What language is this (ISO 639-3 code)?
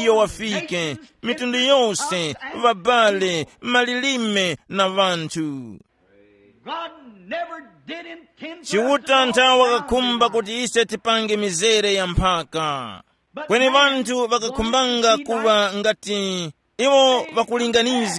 tum